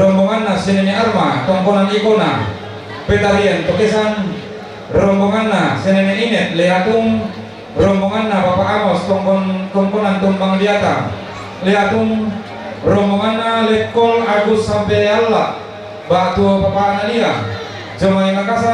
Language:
Toraja-Sa'dan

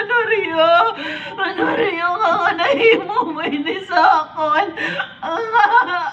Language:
Hiligaynon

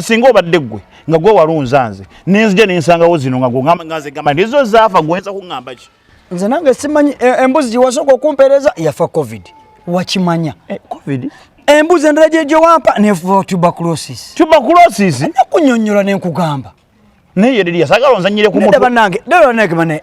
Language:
Ganda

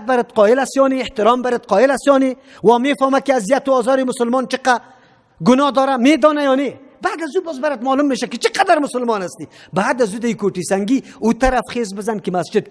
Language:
Persian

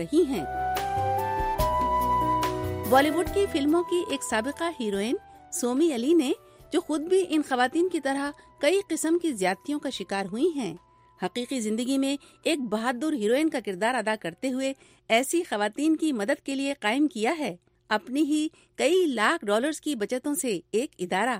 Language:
Urdu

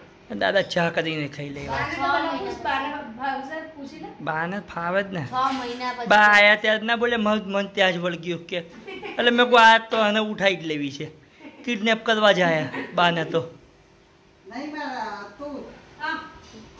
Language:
Gujarati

